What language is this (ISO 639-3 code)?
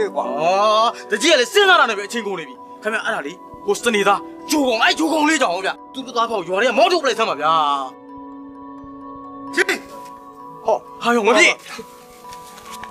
mya